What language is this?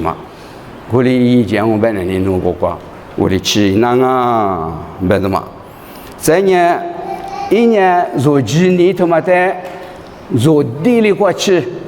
Lisu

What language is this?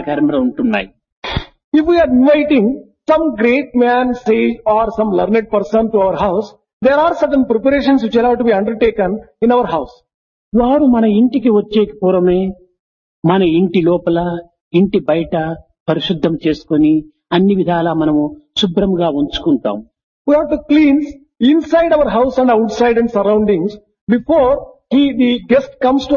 Telugu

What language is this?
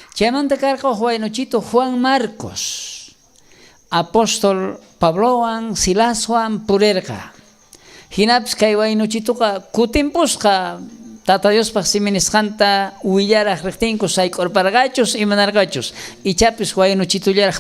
South Bolivian Quechua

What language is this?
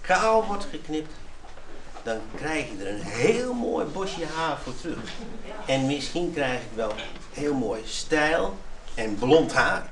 Western Frisian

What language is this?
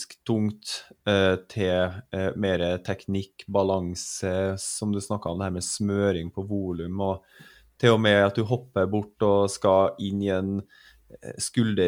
Norwegian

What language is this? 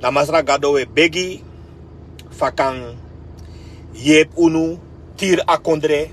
Sranan Tongo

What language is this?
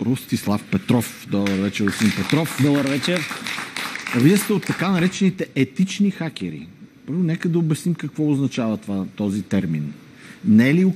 Bulgarian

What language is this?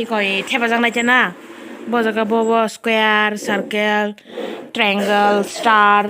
Kok Borok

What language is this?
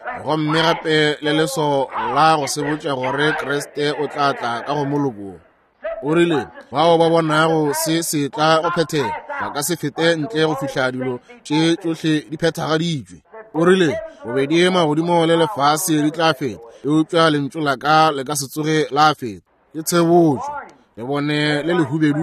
Northern Sotho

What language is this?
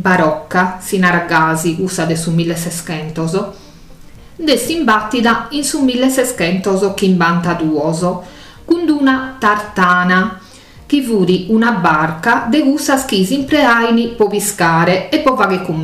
Sardinian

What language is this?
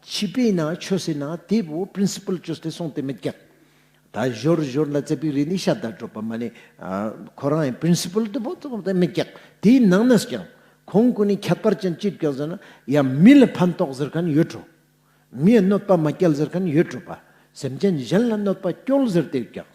Ladakhi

